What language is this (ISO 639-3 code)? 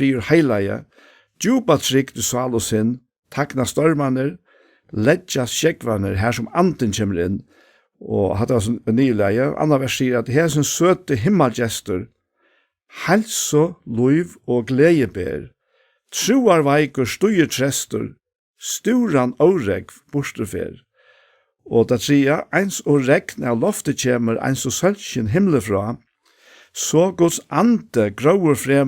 fao